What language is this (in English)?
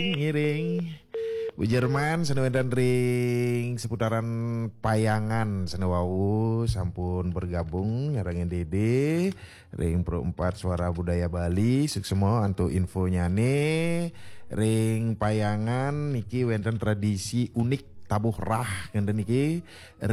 Balinese